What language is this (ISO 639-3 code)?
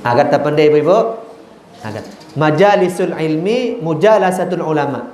sas